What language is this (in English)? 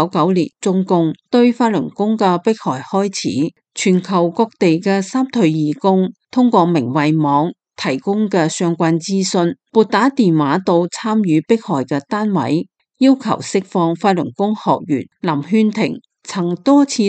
Cantonese